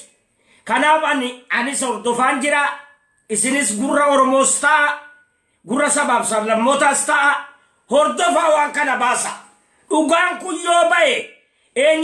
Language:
Oromo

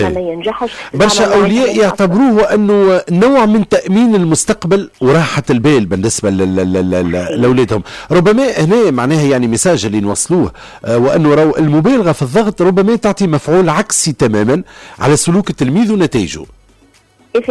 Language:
Tunisian Arabic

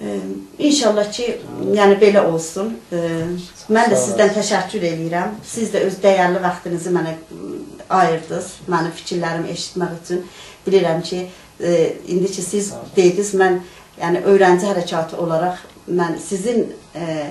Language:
South Azerbaijani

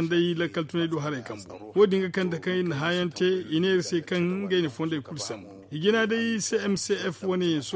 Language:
Zarma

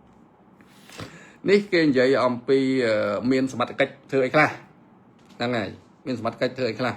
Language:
Khmer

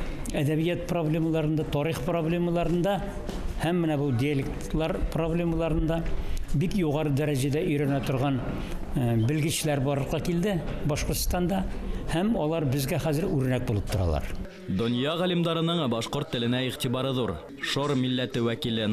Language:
Bashkir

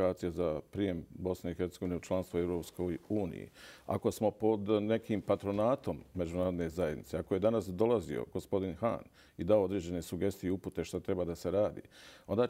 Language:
Bosnian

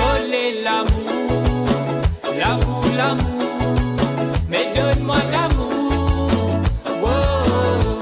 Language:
Morisyen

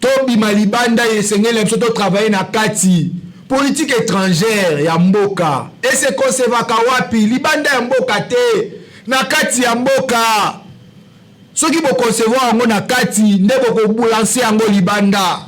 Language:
Lingala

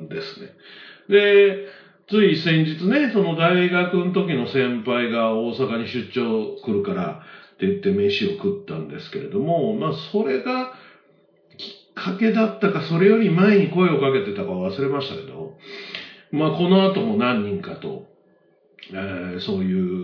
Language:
Japanese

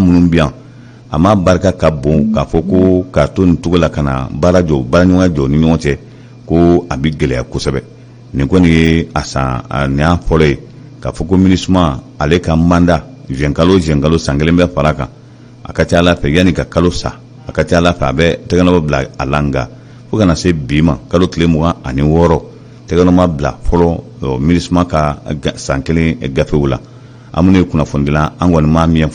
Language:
Bambara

